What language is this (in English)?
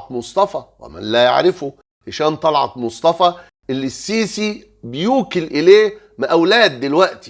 Egyptian Arabic